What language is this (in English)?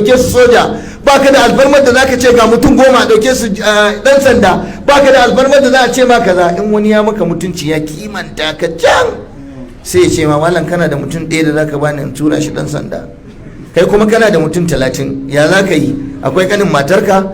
Hausa